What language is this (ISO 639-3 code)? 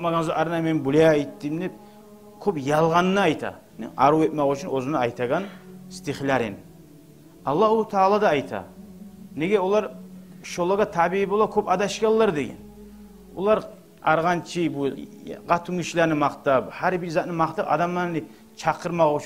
kum